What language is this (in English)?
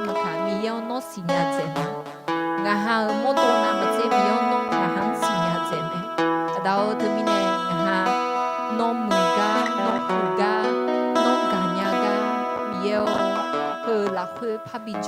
Akha